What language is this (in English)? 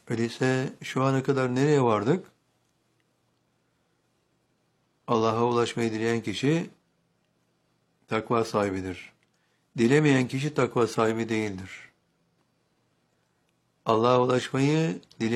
Turkish